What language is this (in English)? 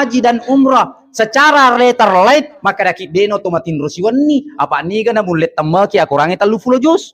Buginese